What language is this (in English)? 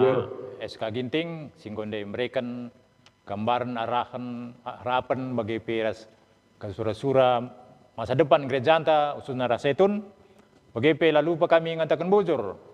Batak Karo